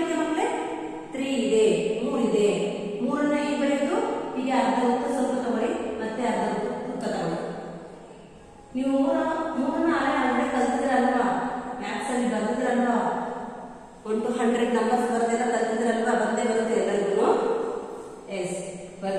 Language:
Kannada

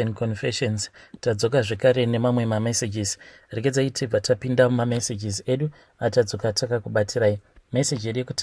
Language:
Shona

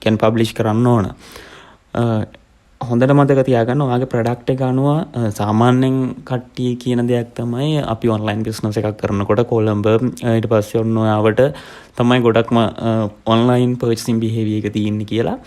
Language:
Sinhala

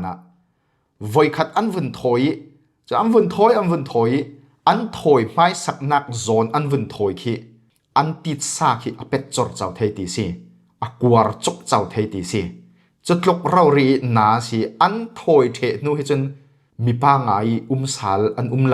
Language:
Falam Chin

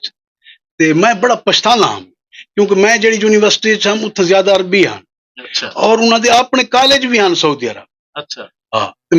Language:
Saraiki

